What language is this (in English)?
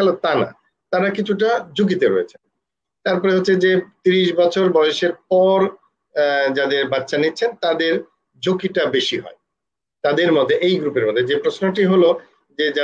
Bangla